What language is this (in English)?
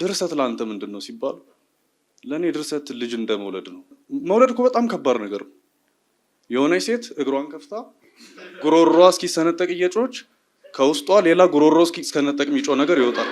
Amharic